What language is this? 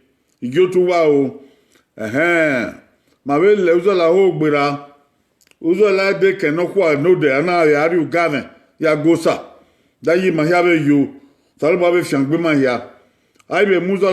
Bini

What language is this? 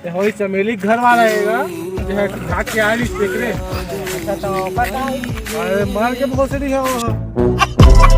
Chhattisgarhi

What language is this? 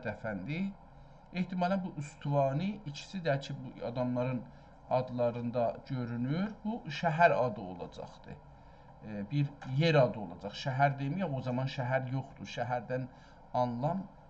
South Azerbaijani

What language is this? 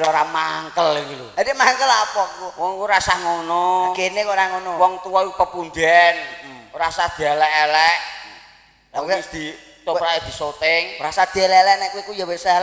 Javanese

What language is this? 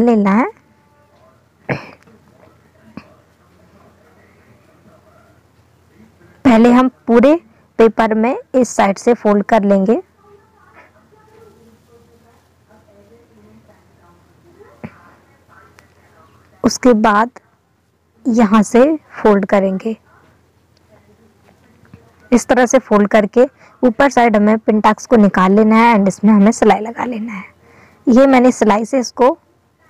Hindi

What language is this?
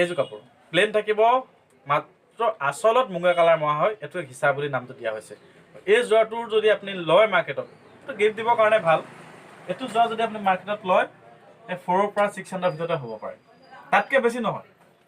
Assamese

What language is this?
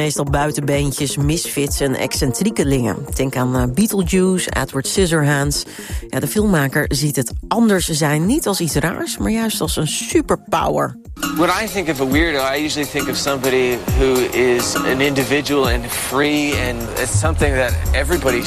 Dutch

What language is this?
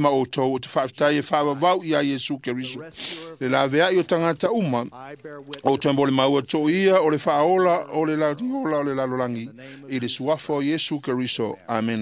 Samoan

